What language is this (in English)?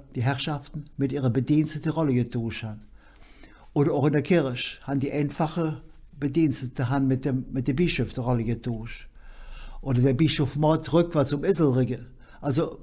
Colognian